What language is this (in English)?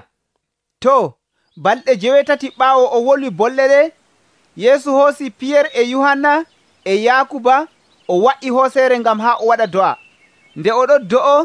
Nigerian Fulfulde